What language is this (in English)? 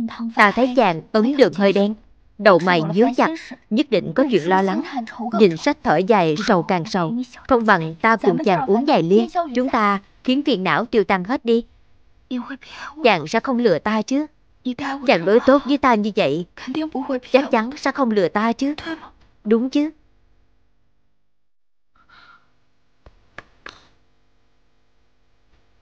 Vietnamese